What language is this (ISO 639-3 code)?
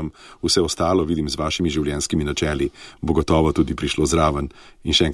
slv